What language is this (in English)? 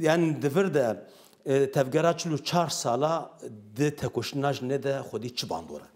Kurdish